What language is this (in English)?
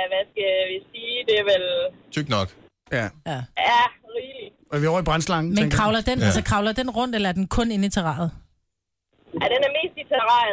Danish